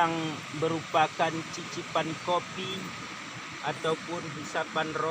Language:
Achinese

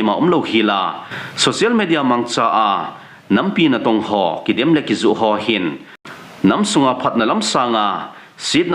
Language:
Thado Chin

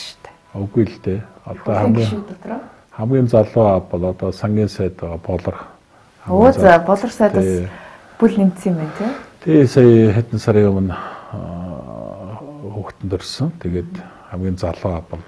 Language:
Mongolian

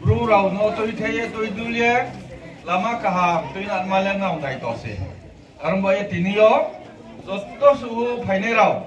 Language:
Riang (India)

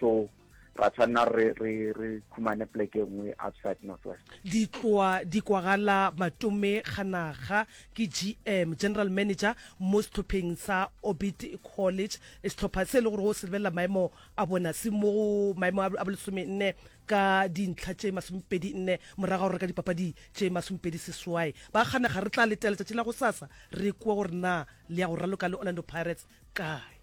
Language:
Northern Sotho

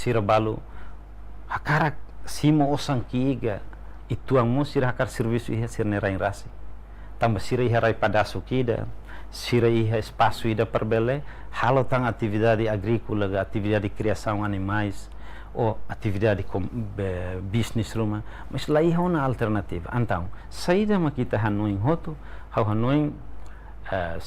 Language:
Tetum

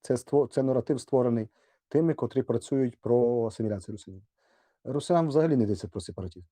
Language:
Rusyn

